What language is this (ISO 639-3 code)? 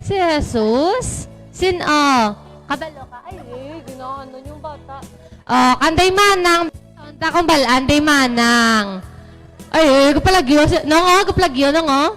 hil